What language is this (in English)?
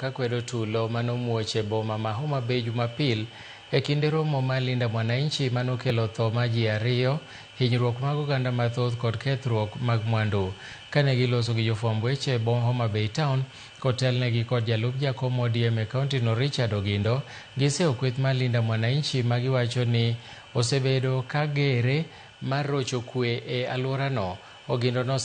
Luo (Kenya and Tanzania)